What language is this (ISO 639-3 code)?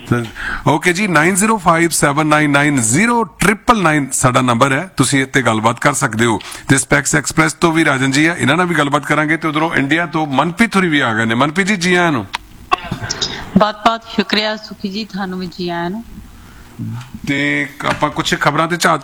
pan